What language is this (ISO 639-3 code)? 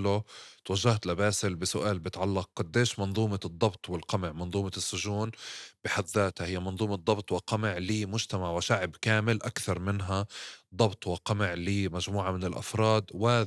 apc